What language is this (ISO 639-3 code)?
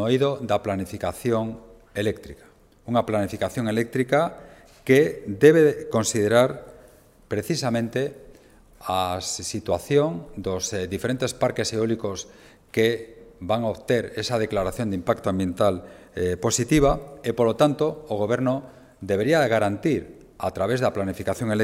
glg